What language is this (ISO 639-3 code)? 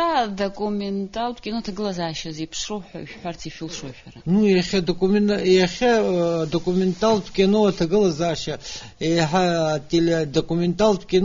abk